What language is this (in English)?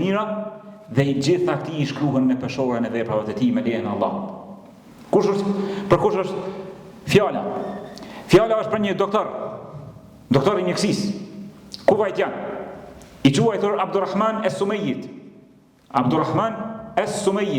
Albanian